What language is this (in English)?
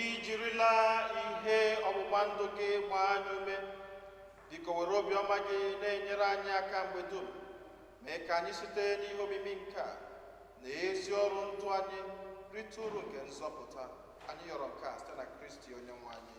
Igbo